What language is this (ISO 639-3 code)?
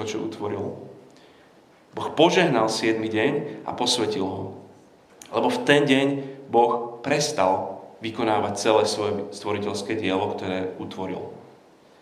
slk